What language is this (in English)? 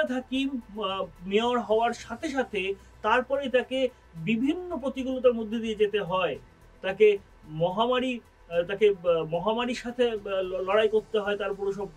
Bangla